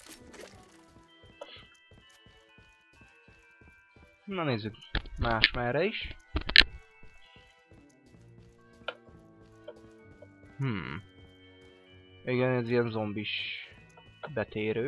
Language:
Hungarian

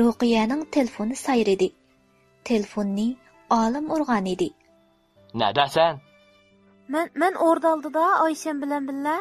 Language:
Uyghur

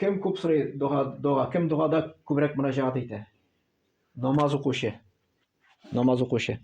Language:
Tatar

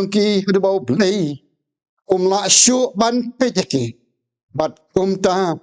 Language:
Khasi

